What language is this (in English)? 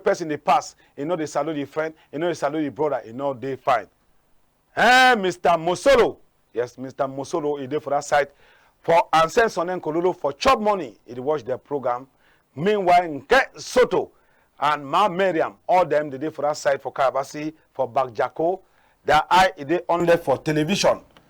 Cameroon Pidgin